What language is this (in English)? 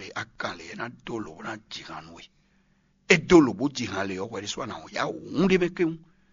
Fon